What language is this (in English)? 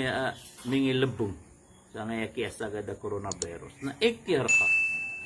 Maranao